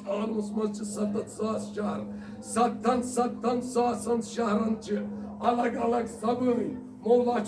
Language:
Kashmiri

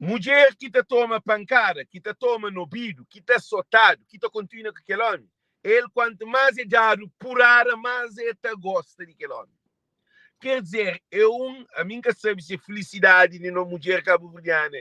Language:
Kabuverdianu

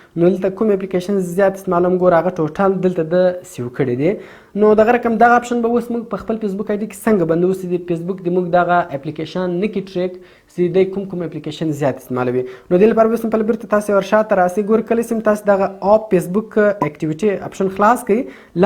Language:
Pashto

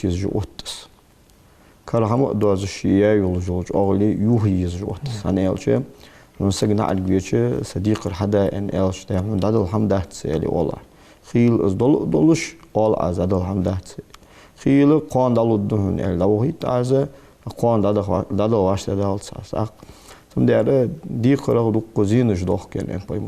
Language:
Ingush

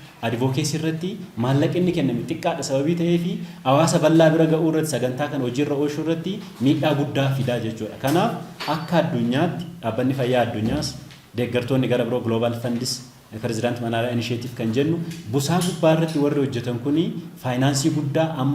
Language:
Oromo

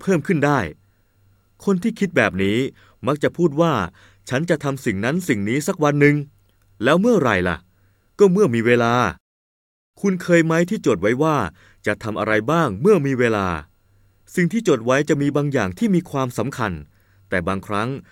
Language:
Thai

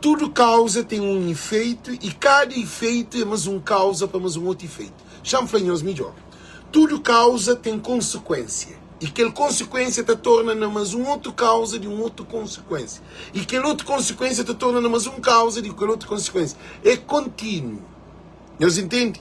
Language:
Kabuverdianu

